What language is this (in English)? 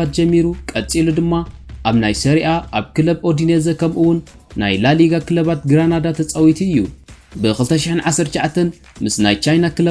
Tigrinya